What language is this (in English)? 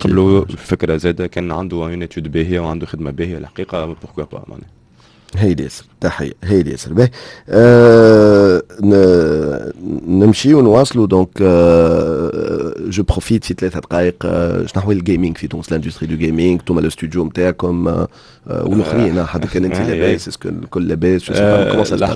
Tunisian Arabic